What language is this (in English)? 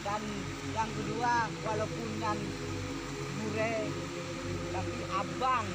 Achinese